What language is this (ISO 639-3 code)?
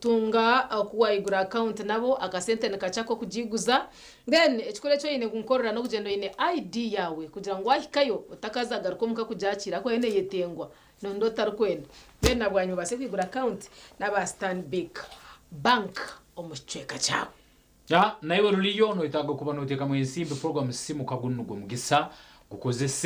nyn